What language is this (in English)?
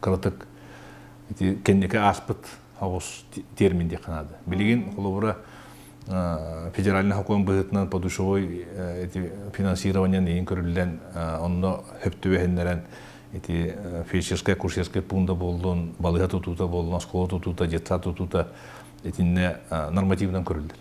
Yakut